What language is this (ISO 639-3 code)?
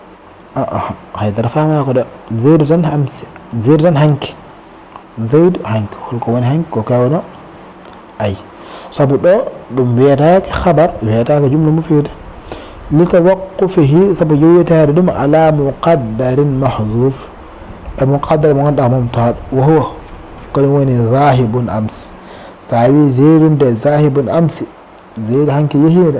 ful